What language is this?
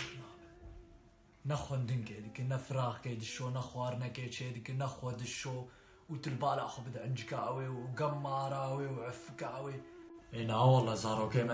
Kurdish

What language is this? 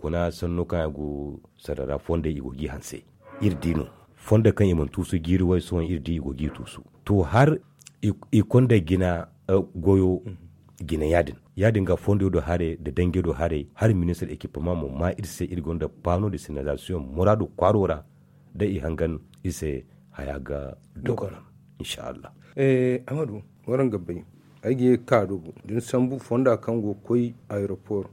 Zarma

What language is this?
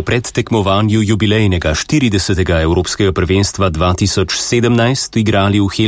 Slovenian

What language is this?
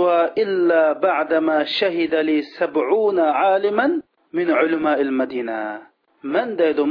Uyghur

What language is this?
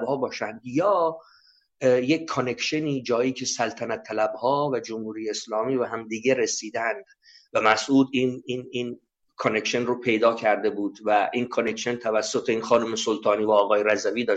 Persian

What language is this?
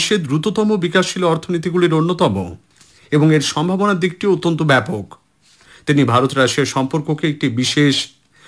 Bangla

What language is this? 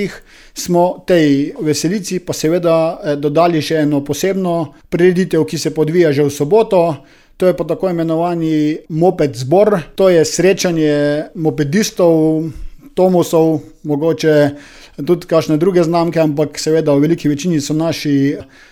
Slovenian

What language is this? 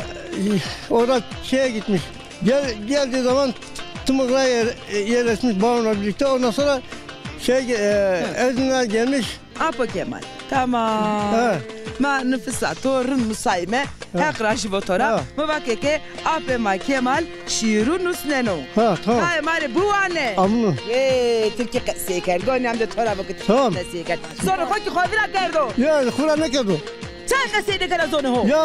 Zaza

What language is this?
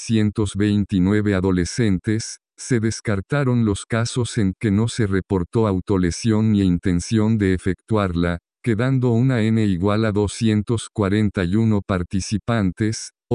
Spanish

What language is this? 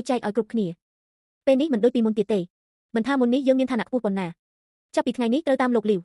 Khmer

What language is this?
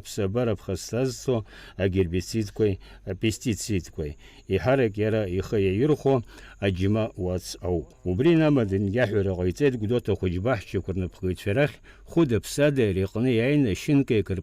Abkhazian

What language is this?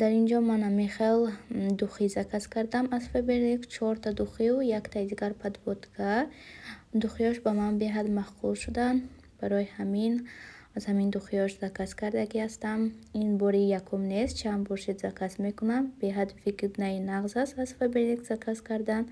Tajik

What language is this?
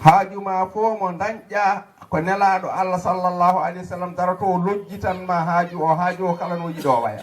Fula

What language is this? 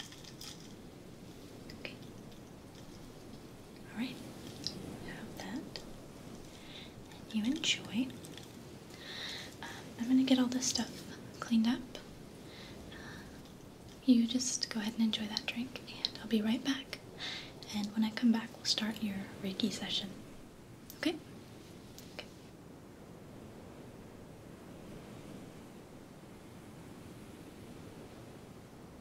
English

